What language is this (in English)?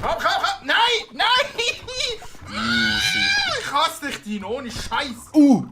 Swiss German